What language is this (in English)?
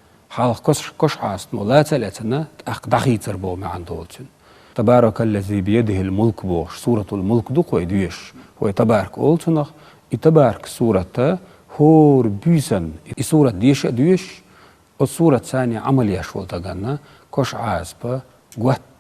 Chechen